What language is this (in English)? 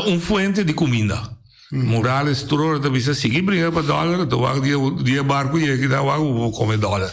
Papiamento